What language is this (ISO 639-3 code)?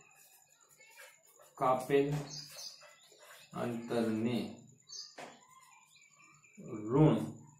guj